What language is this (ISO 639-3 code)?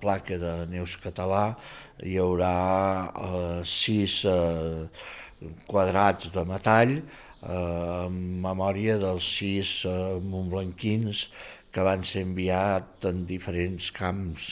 cat